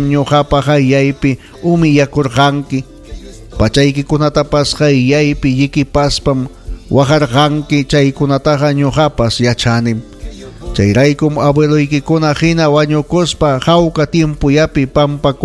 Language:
Ayacucho Quechua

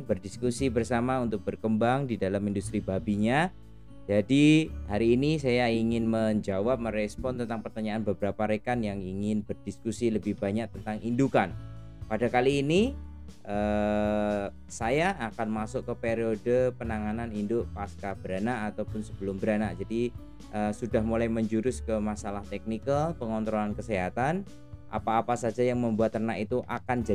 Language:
Indonesian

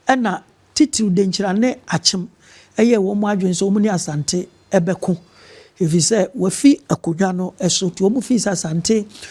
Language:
Akan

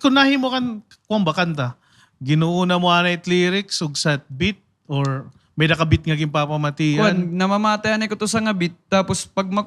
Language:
Waray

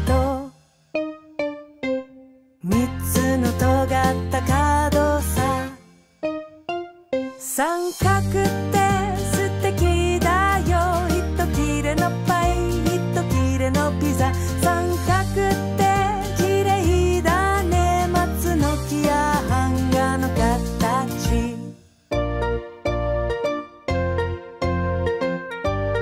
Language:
Japanese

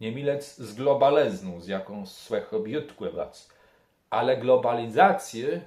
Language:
Kashubian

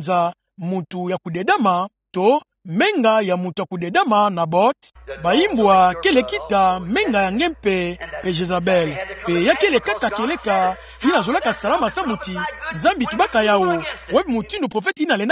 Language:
Kituba (Democratic Republic of Congo)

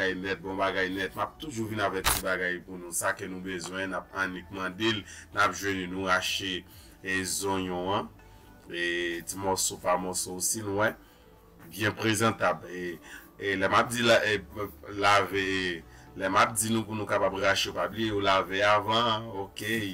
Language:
Haitian Creole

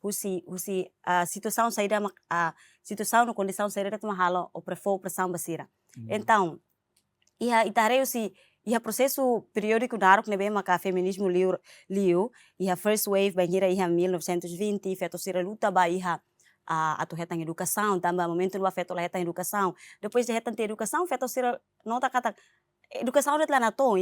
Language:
Tetum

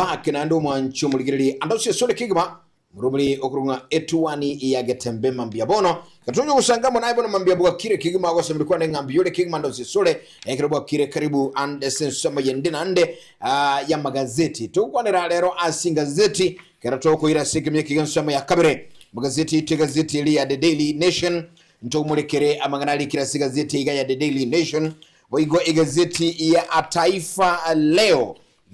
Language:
Gusii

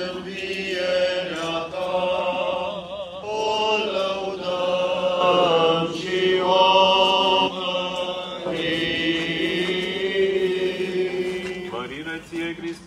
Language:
Romanian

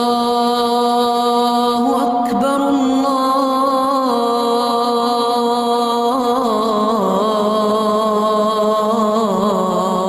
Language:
Ingush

